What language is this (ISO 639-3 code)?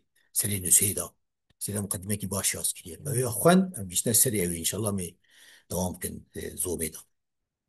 kur